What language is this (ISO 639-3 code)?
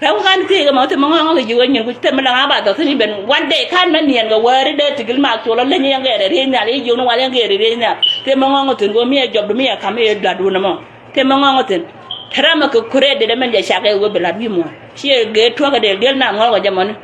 nus